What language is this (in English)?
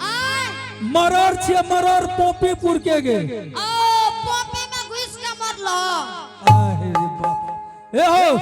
Angika